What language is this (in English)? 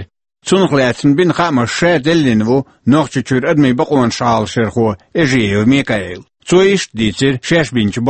Chechen